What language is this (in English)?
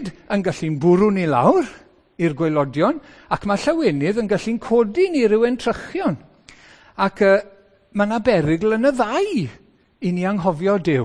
Welsh